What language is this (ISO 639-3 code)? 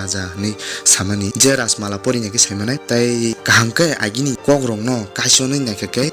trp